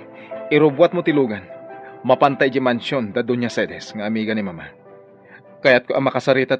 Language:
Iloko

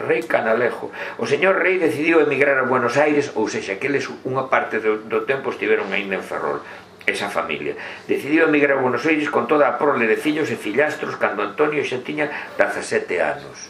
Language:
Galician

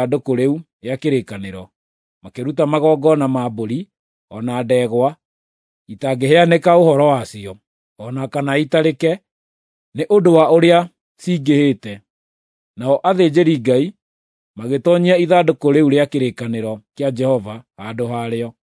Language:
Kikuyu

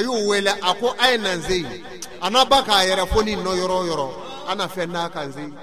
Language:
Bambara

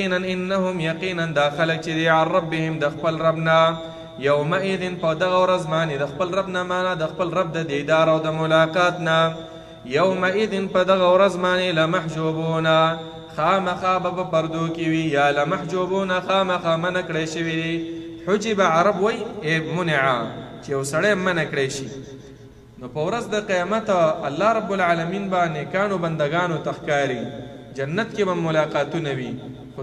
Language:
Pashto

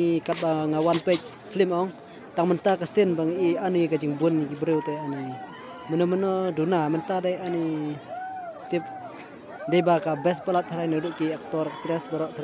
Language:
Khasi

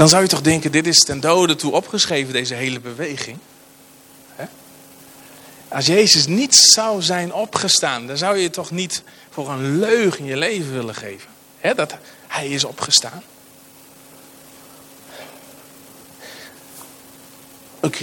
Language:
Dutch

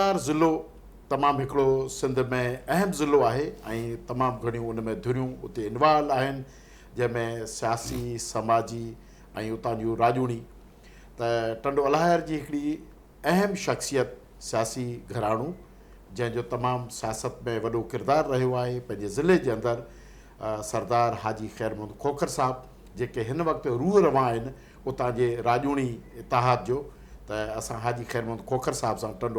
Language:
Sindhi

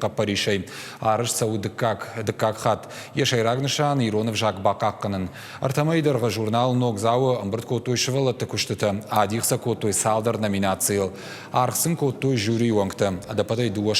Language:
Ossetic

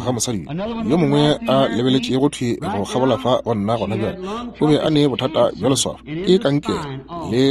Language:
Northern Sotho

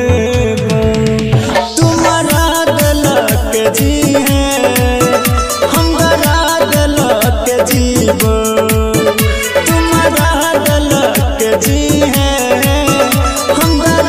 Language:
Bhojpuri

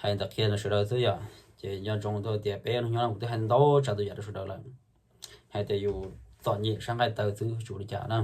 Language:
Hmong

